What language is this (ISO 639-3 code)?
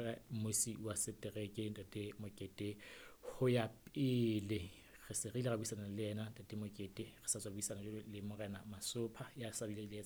sot